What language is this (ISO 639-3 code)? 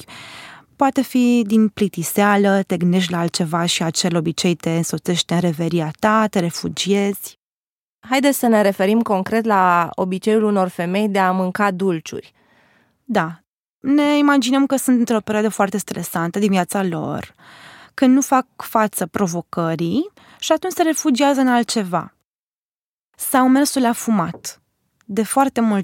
ron